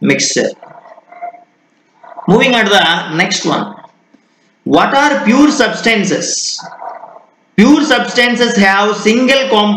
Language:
English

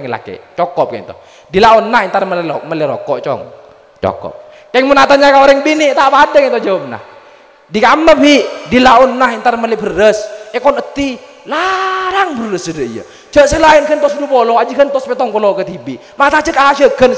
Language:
Madurese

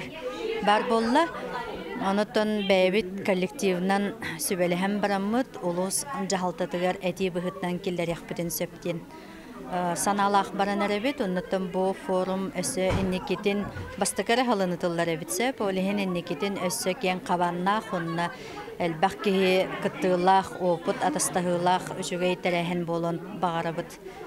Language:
Yakut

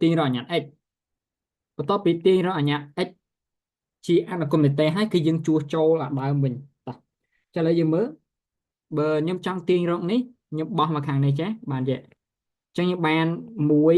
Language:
Khmer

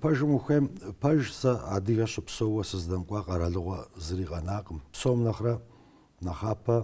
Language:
Kabardian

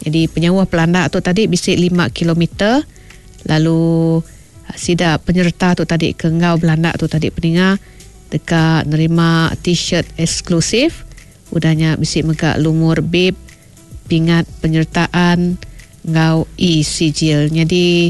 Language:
Iban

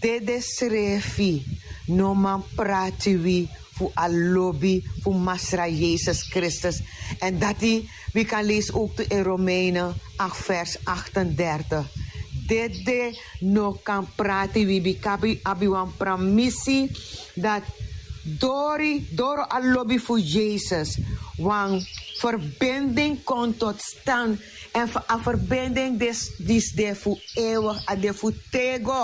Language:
Sranan Tongo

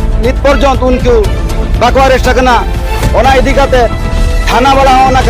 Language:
Santali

